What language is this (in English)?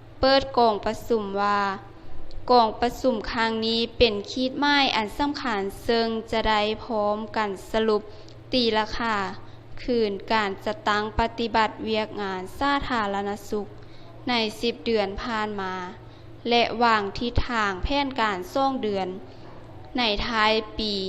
Lao